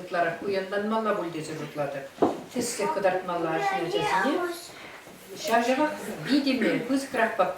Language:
Chuvash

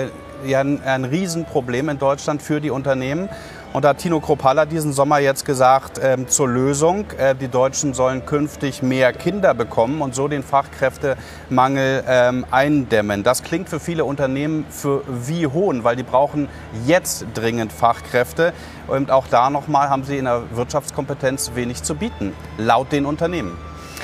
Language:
German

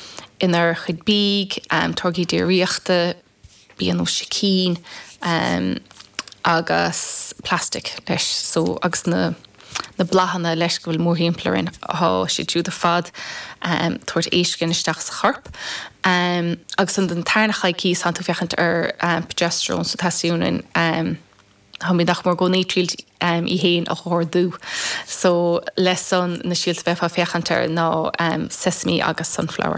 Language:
Irish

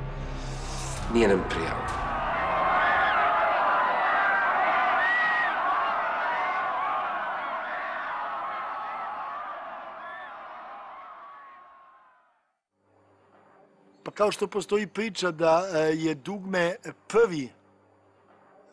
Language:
Serbian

